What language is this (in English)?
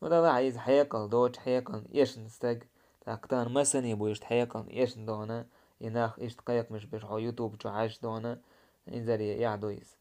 Chechen